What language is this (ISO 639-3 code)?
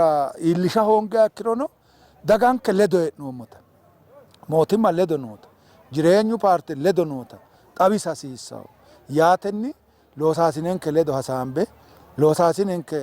sid